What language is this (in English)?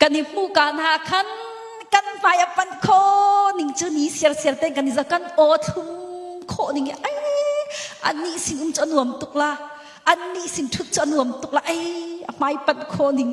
Hakha Chin